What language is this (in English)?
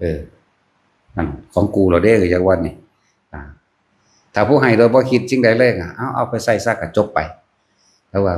Northeastern Thai